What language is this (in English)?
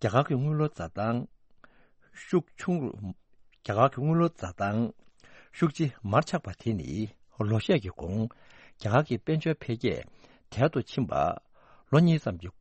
Tibetan